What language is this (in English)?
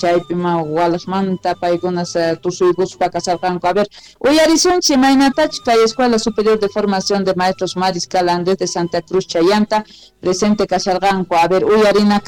South Bolivian Quechua